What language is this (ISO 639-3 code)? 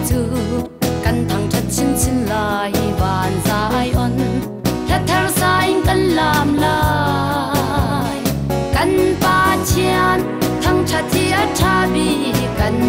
cnh